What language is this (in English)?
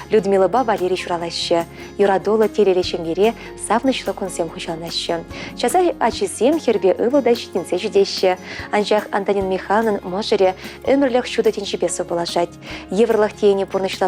Chuvash